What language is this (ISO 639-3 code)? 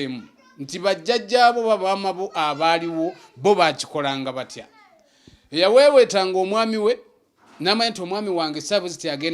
lug